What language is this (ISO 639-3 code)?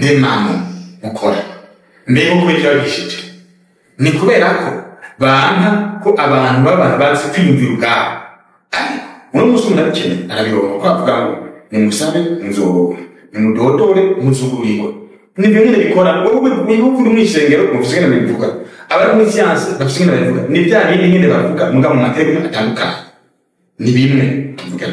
run